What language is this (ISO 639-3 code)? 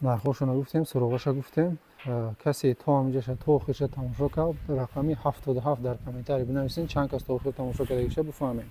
tgk